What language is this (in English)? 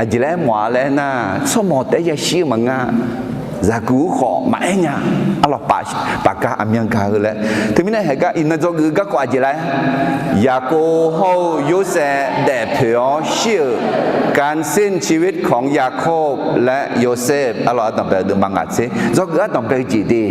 Akha